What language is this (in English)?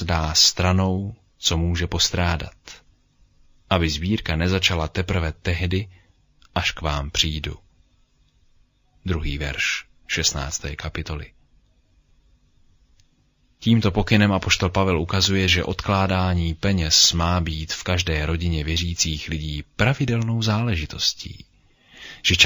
Czech